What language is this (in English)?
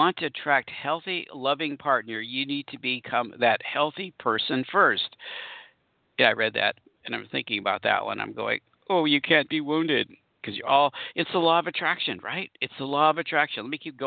English